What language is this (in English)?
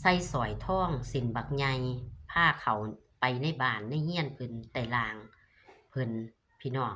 Northeastern Thai